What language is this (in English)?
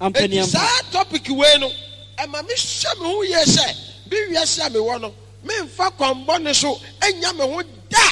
Akan